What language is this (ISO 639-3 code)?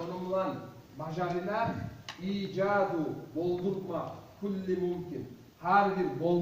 kum